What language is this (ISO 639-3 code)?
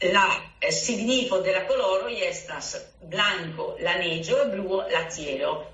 epo